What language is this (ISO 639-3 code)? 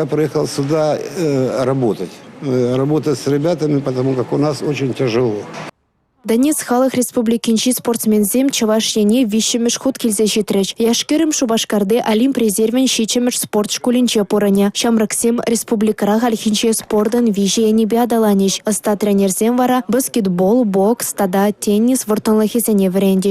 chv